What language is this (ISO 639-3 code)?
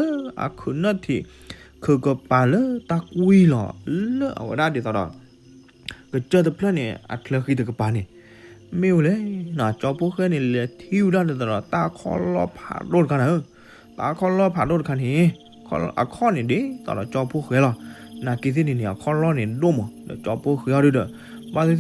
ksw